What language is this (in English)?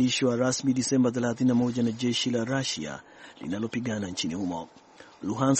Swahili